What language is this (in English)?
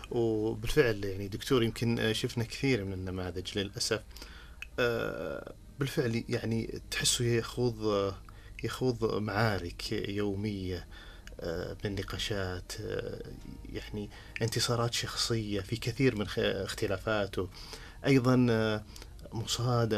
Najdi Arabic